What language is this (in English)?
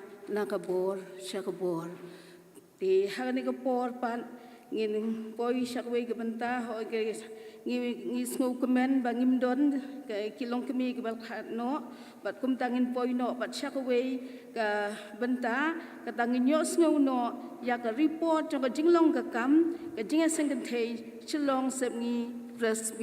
Khasi